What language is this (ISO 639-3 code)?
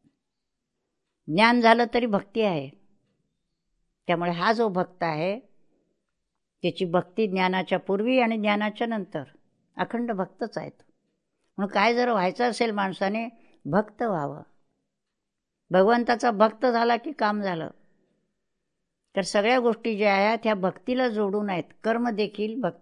mar